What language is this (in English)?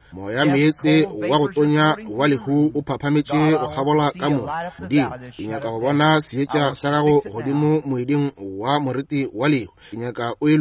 Northern Sotho